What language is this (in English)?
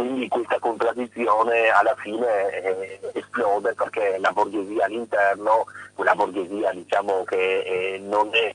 Italian